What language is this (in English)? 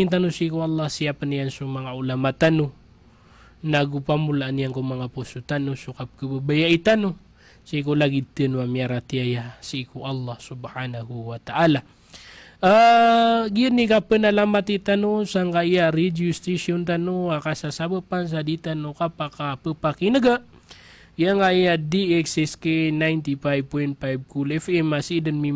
Maranao